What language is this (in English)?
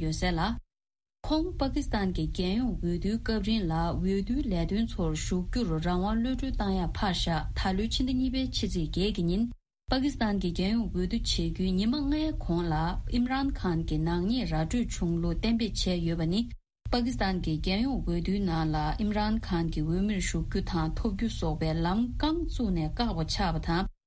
Tibetan